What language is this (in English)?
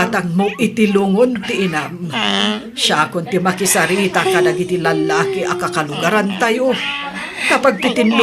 Iloko